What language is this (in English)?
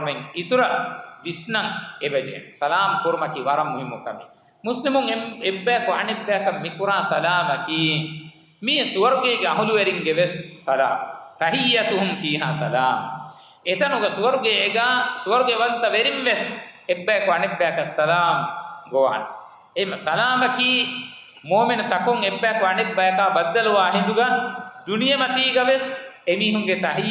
Divehi